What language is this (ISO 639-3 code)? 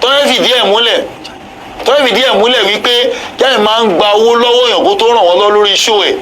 yor